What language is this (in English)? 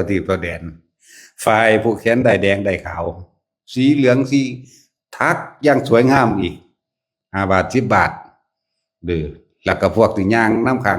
Lao